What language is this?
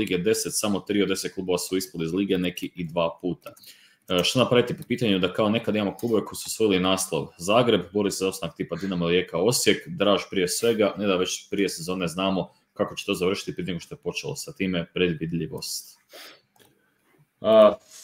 Croatian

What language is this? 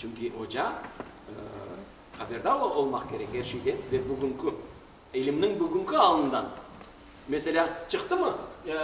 Crimean Tatar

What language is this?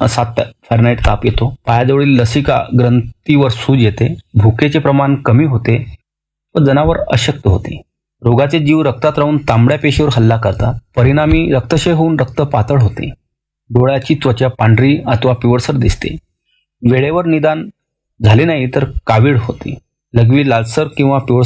Marathi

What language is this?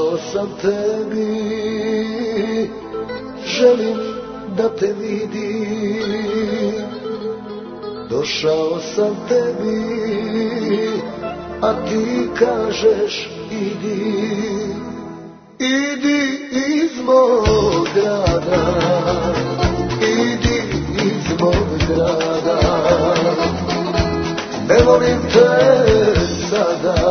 Serbian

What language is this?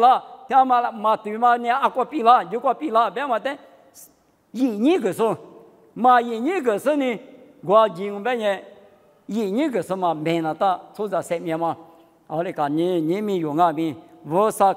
Lisu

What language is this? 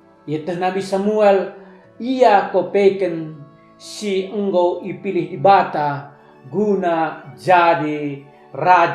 Batak Karo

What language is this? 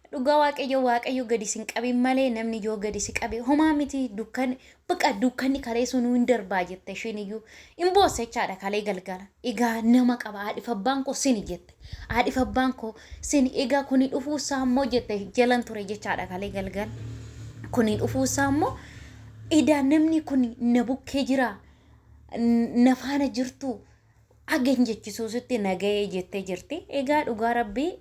Oromo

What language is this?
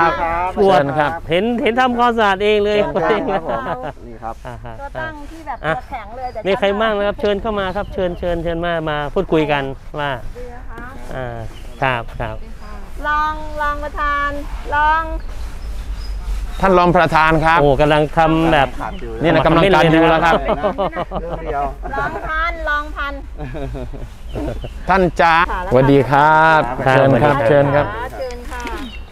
Thai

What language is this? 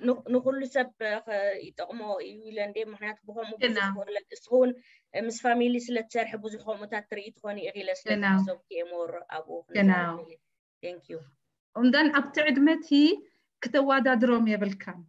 Tigrinya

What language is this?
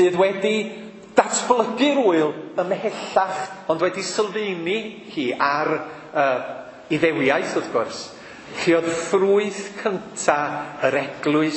Welsh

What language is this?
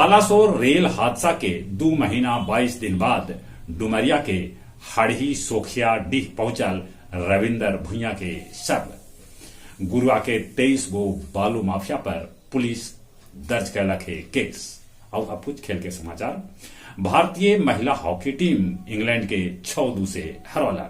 Magahi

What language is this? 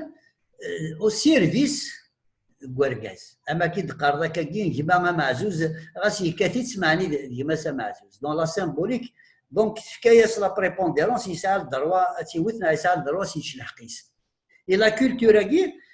Kabyle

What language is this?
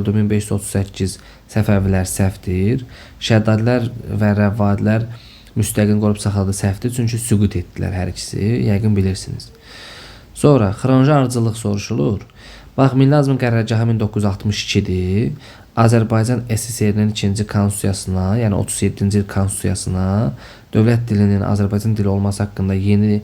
Azerbaijani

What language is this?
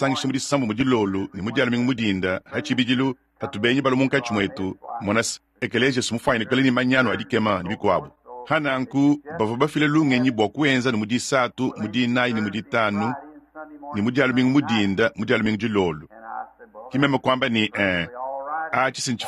Luba-Lulua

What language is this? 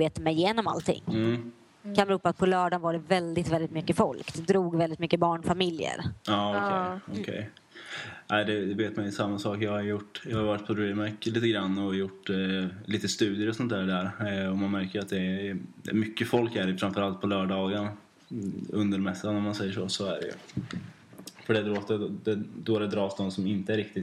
Swedish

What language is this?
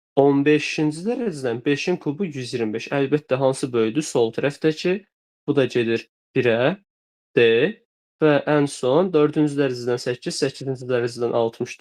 Azerbaijani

